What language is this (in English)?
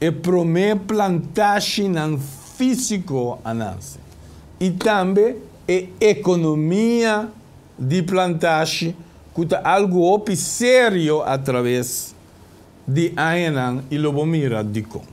Papiamento